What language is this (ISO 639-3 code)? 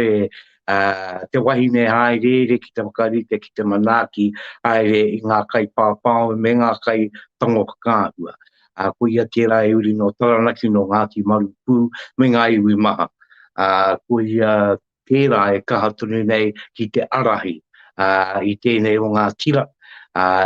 mri